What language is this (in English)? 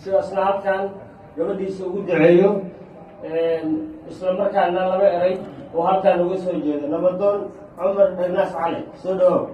Somali